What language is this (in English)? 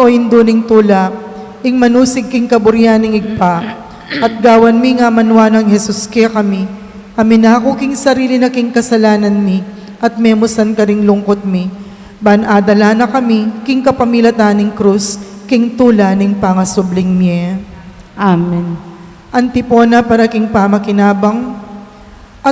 Pampanga